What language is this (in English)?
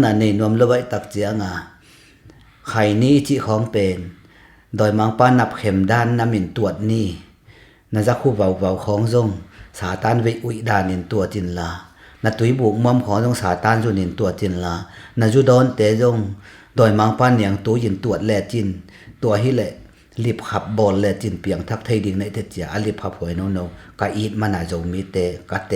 Tedim Chin